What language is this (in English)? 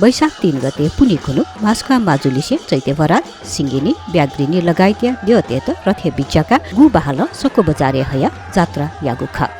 Newari